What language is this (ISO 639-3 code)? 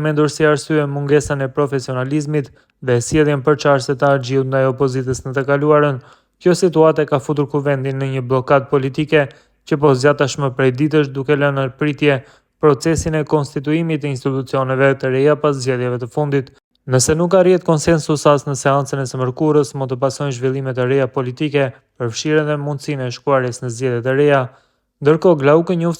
sqi